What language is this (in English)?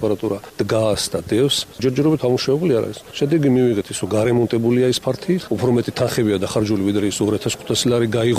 Georgian